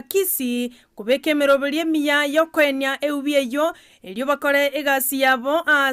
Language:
Gusii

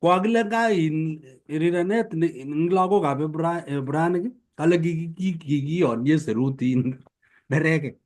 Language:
Kalenjin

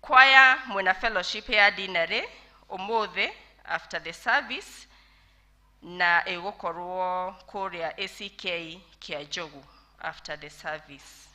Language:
Kikuyu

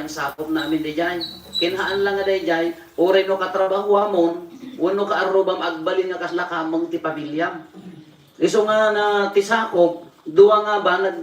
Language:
Iloko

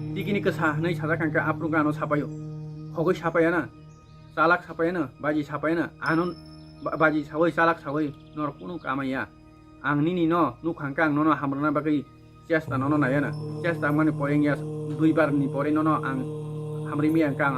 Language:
Kok Borok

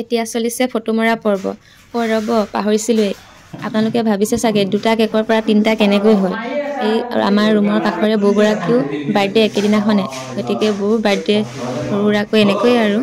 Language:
Assamese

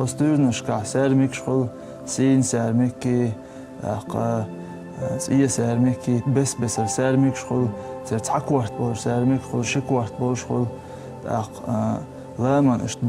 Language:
Chechen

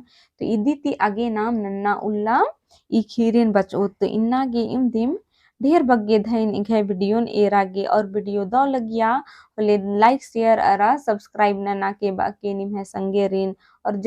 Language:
Kurukh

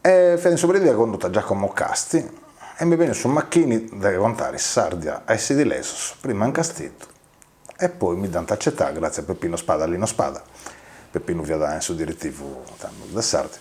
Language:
Sardinian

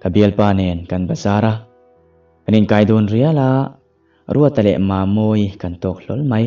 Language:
Mizo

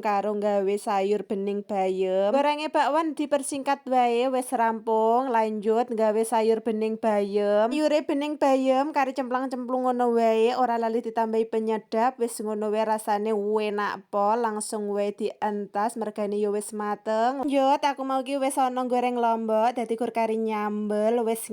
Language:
Javanese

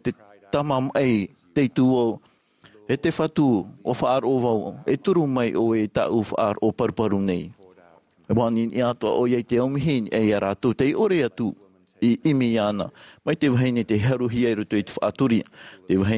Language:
Tahitian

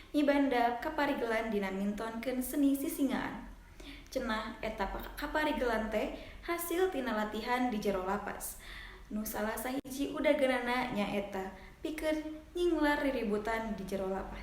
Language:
Sundanese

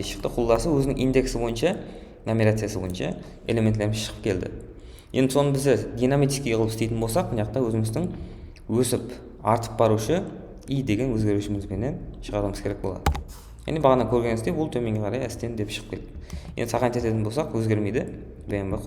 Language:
Kara-Kalpak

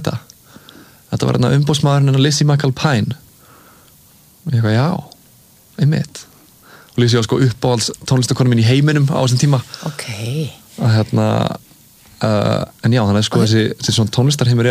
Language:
Icelandic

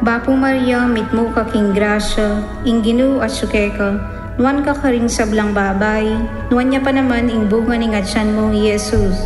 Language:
Pampanga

